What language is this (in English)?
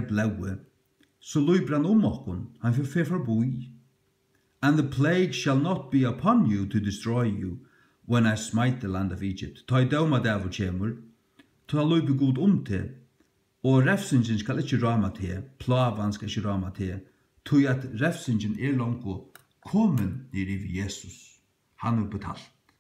Faroese